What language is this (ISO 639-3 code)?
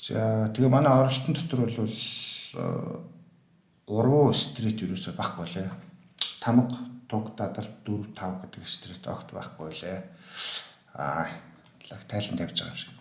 mon